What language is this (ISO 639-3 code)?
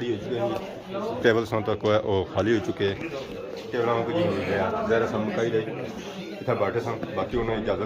phr